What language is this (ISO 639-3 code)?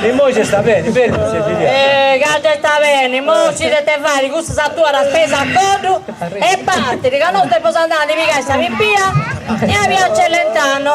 srd